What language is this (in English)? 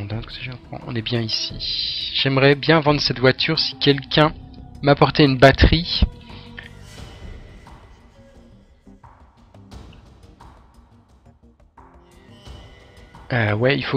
French